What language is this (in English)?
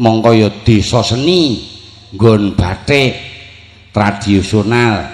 Javanese